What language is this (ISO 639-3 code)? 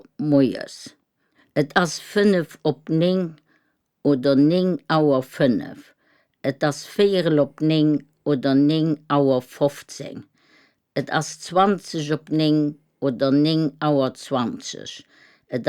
ltz